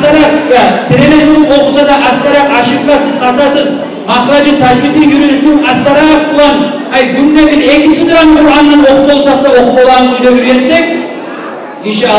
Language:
Kumyk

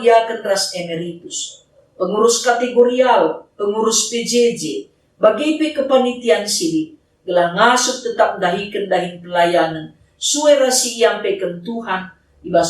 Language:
Batak Karo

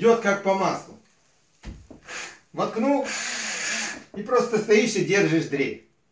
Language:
Russian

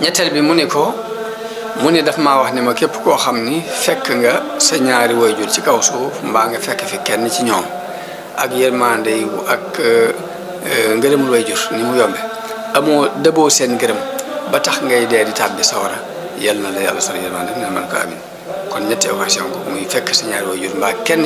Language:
Wolof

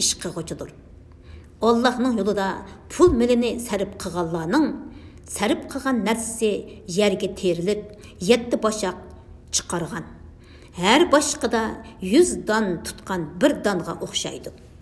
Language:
Uyghur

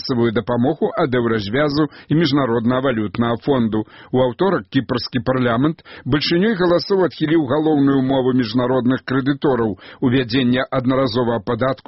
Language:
Belarusian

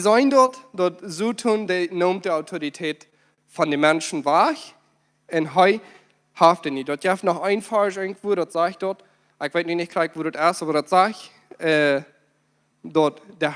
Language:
Plautdietsch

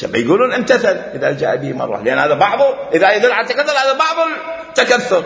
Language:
Mesopotamian Arabic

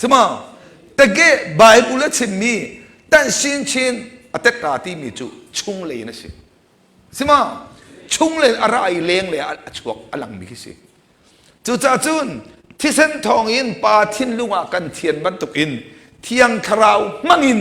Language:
Hakha Chin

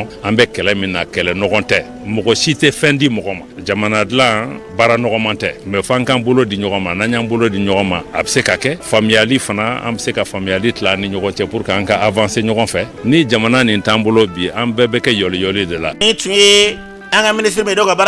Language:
Bambara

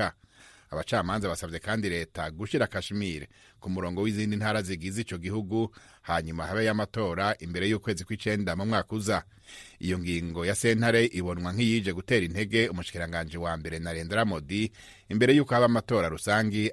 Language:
Rundi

